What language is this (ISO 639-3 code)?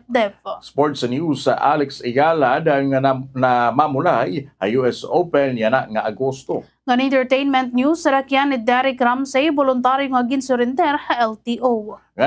war